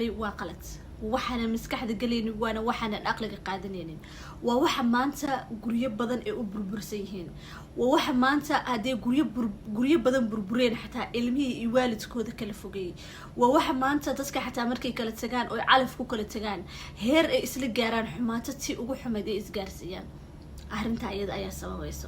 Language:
Somali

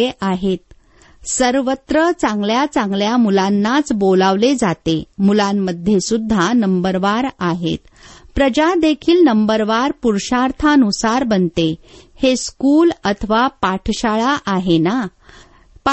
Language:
Marathi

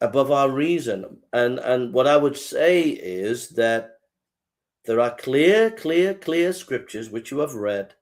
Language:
English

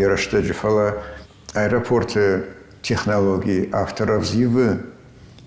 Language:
Ossetic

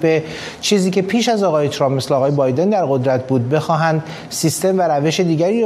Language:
Persian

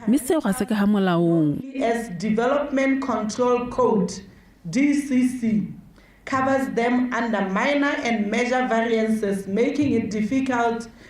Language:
Tswana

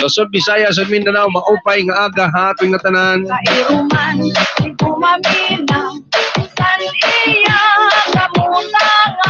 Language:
Waray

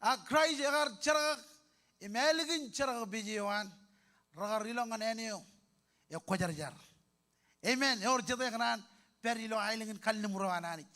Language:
Marshallese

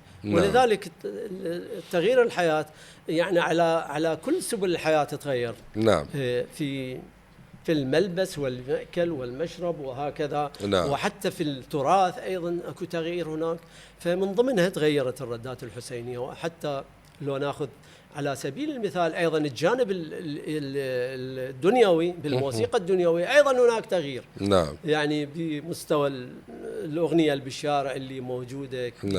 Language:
Mesopotamian Arabic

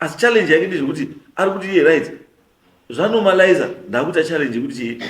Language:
Shona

